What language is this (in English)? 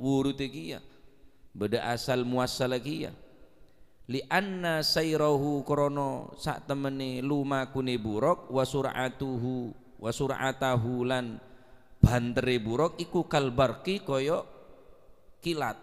Madurese